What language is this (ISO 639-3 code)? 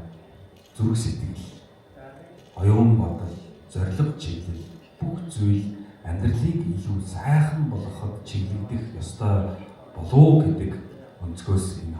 mon